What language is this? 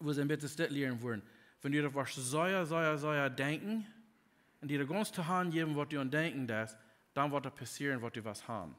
Plautdietsch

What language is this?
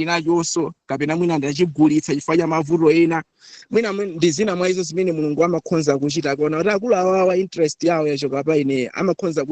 Nyanja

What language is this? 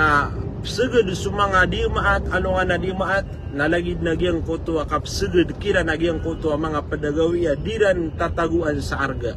Maranao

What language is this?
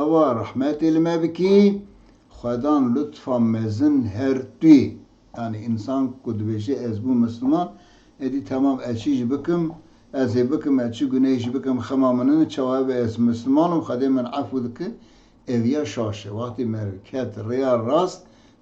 Kurdish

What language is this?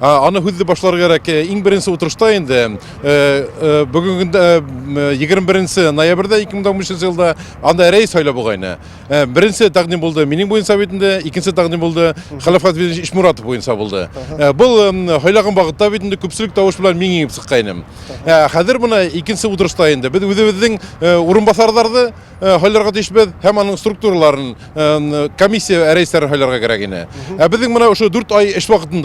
Tatar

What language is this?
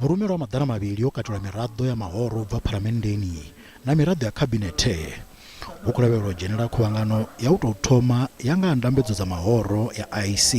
Venda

